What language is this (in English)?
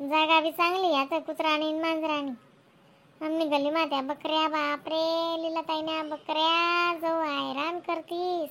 Khandesi